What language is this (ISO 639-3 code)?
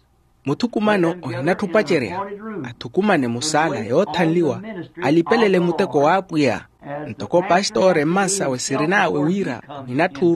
vmw